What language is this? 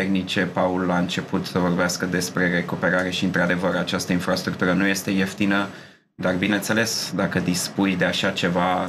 Romanian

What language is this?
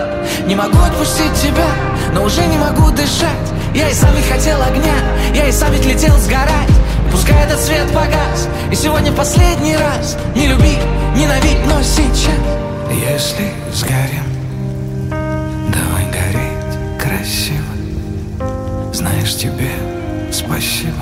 Russian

